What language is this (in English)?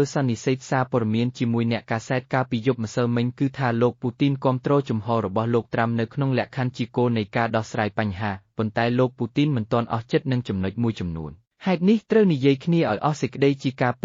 Khmer